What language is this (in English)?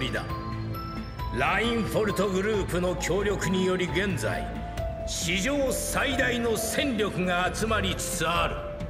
Japanese